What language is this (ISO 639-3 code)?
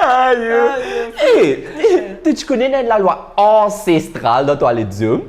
mfe